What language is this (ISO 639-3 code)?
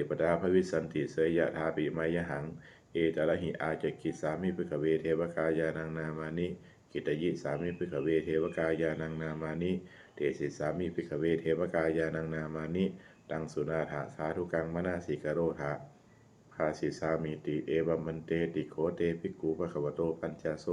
pli